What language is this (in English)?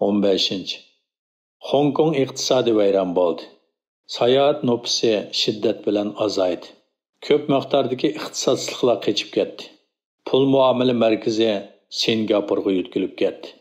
Uyghur